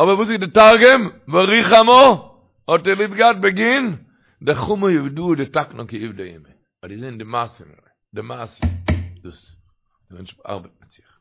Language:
Yiddish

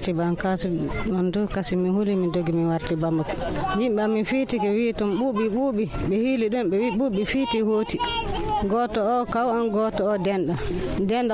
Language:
Nigerian Fulfulde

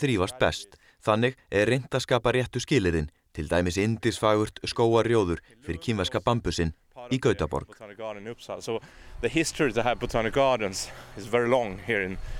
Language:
Icelandic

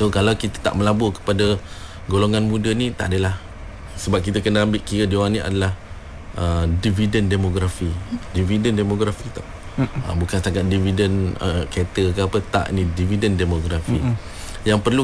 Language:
Malay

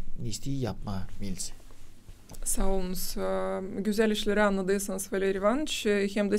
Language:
Gagauz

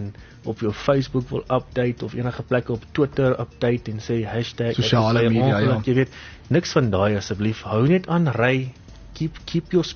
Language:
Afrikaans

